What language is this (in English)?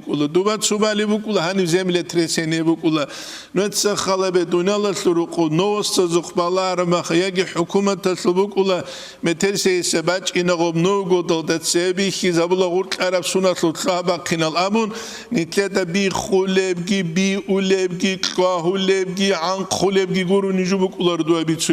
Avaric